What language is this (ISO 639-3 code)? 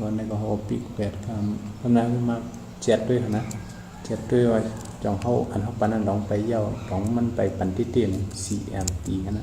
shn